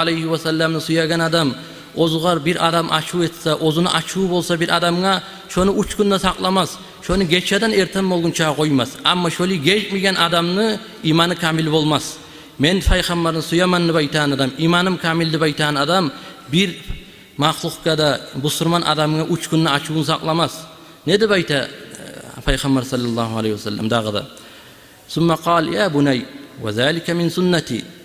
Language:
Kumyk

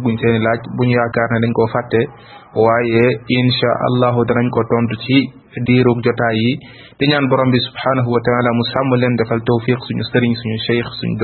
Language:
Wolof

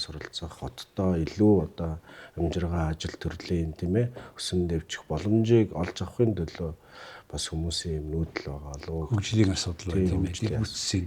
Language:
Mongolian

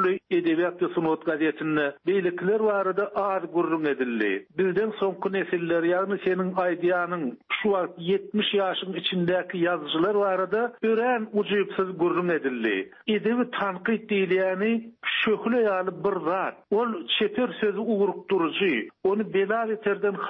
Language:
Turkmen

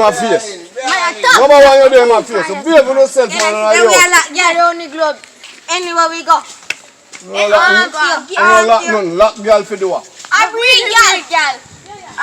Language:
Jamaican Creole English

